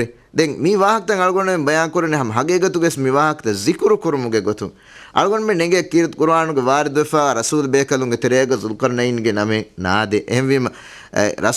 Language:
Divehi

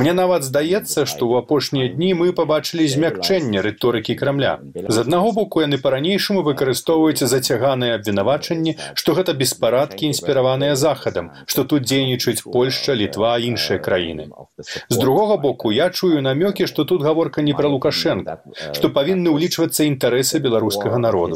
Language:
Belarusian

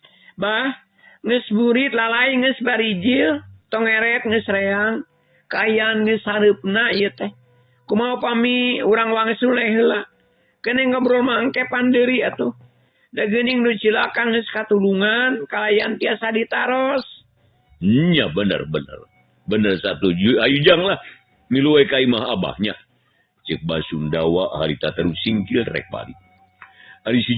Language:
Sundanese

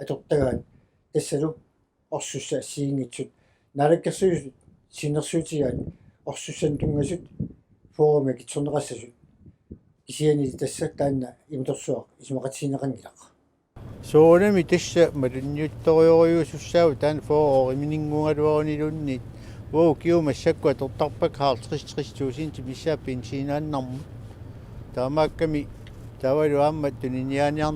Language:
Kalaallisut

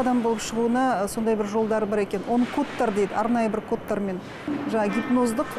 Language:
Kazakh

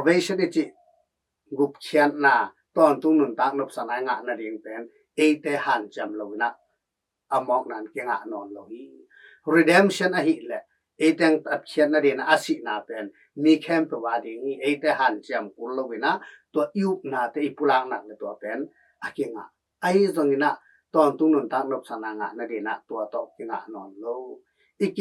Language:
Tedim Chin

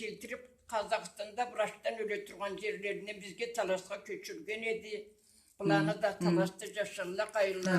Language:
Karachay-Balkar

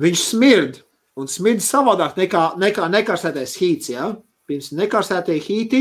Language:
Latvian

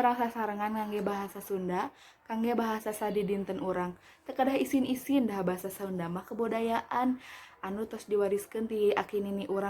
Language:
Sundanese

